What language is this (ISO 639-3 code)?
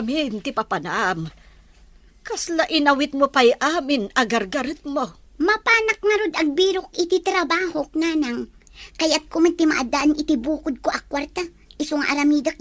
ilo